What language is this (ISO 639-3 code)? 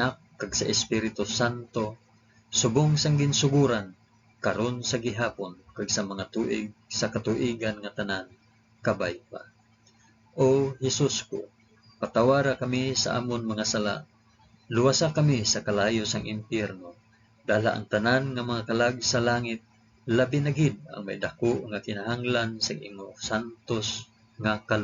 hil